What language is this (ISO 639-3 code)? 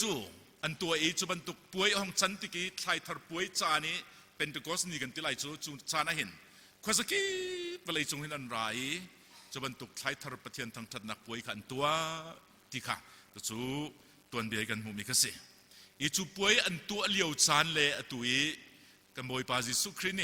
cnh